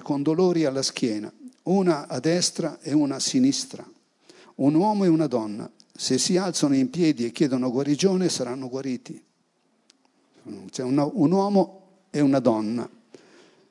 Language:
Italian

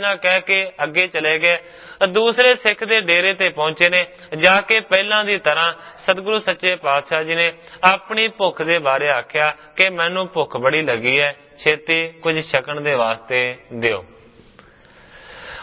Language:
Punjabi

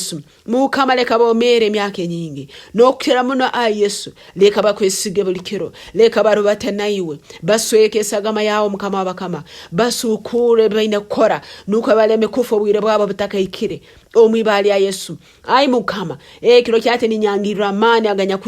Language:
Nyankole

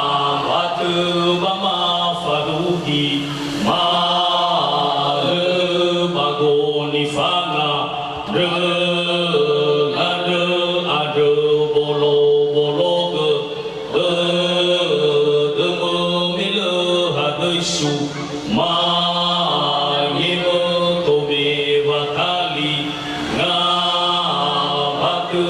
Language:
Nias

